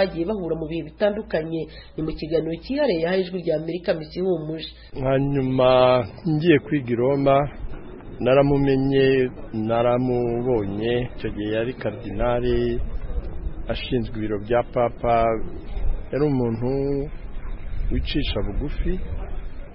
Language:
Kinyarwanda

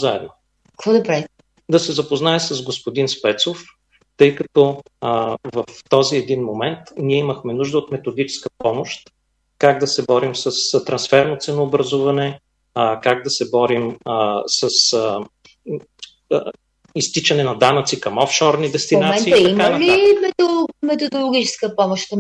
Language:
Bulgarian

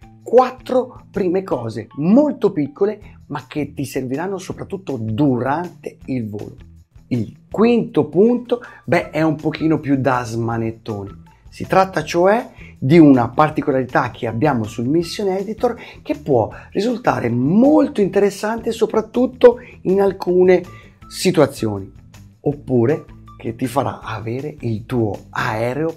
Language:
Italian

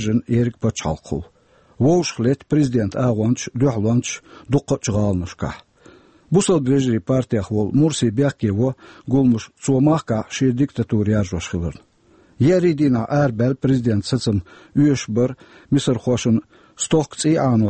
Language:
Chechen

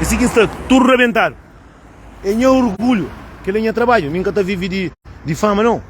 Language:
Kabuverdianu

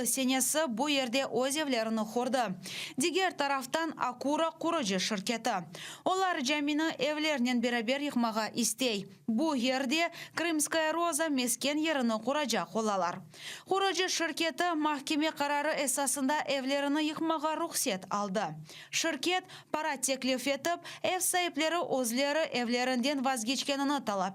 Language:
Crimean Tatar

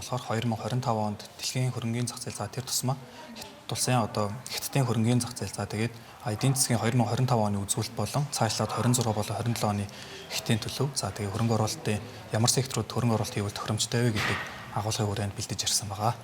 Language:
Mongolian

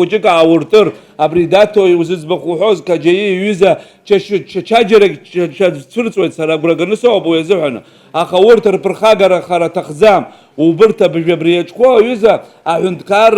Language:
Abkhazian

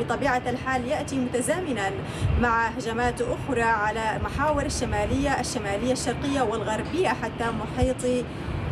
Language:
Arabic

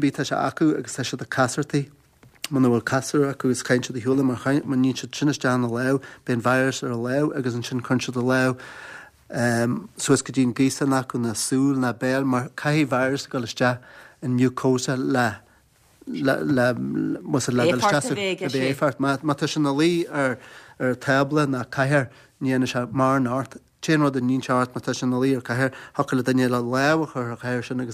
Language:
Irish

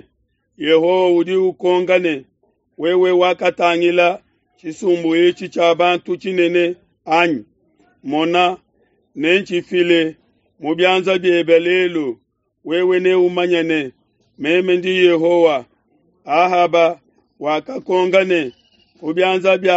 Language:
Luba-Lulua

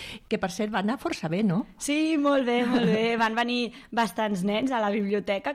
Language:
Catalan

